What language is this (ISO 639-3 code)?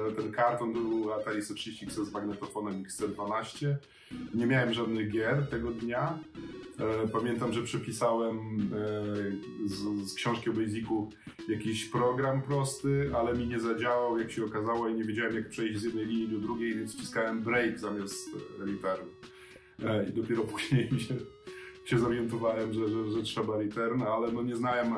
pol